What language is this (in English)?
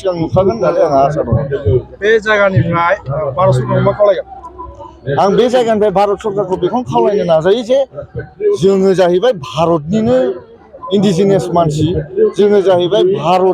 Bodo